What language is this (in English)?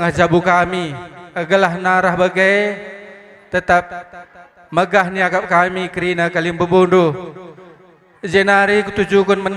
Batak Karo